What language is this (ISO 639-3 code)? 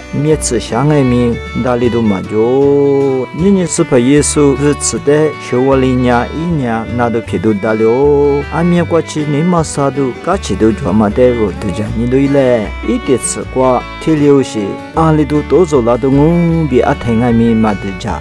lis